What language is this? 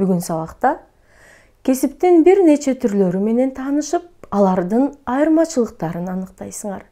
Kyrgyz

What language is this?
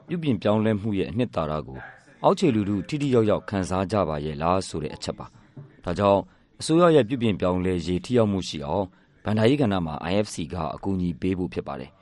Burmese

